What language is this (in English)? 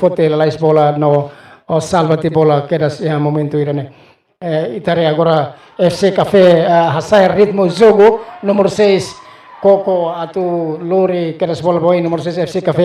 Tetum